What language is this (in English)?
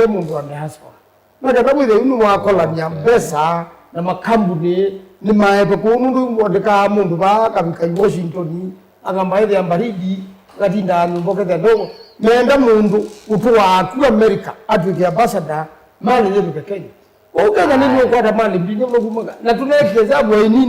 Kamba